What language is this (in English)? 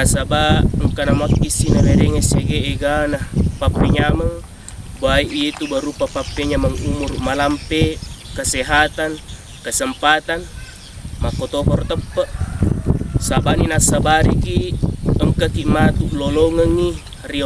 Buginese